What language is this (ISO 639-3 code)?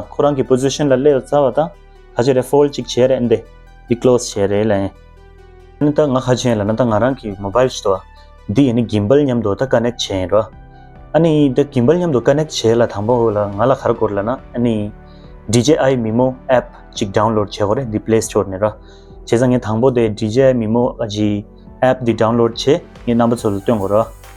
bod